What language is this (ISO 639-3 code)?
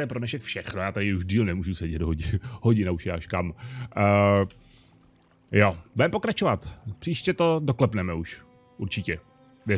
ces